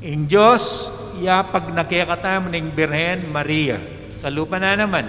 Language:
Pampanga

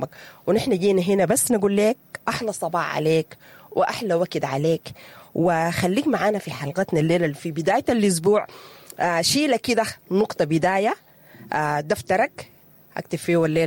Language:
Sudanese Arabic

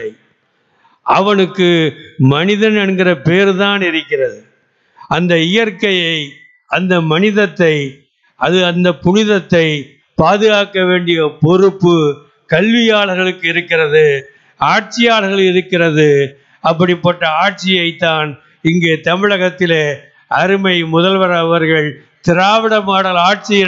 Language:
Tamil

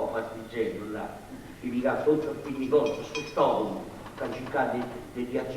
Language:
Sardinian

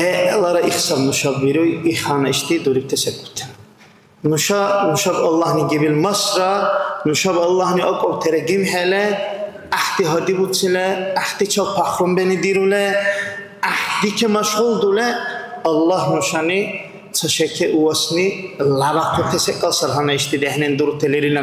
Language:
Dargwa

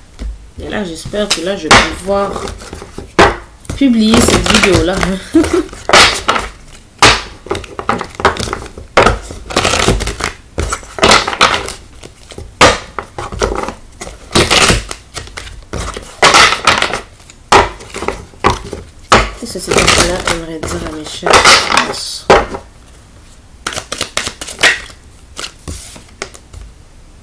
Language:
French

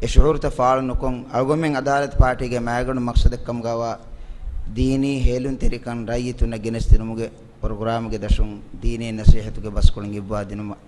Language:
Divehi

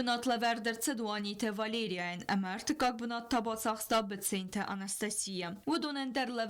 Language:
Ossetic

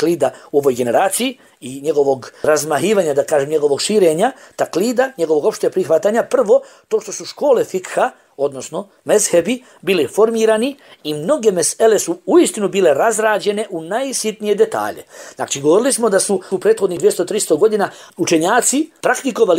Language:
Bosnian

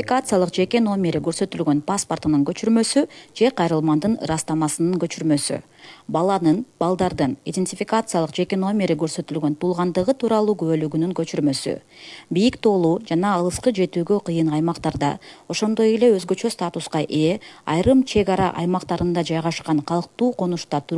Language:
Kyrgyz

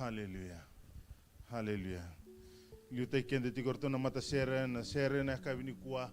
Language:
Fijian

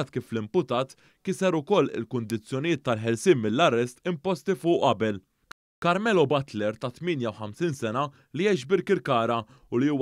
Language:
Maltese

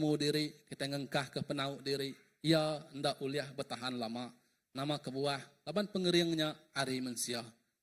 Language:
Iban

